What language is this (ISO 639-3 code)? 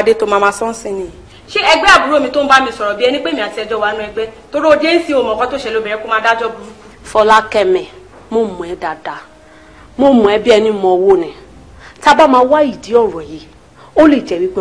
yor